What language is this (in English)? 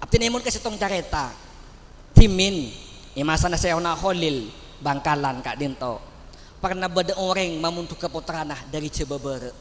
Madurese